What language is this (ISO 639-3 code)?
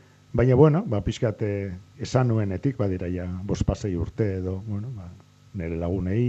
eus